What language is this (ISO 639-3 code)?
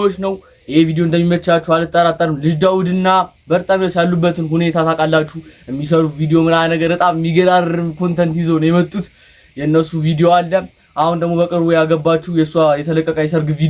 amh